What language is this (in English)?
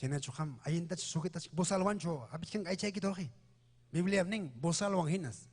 Ayacucho Quechua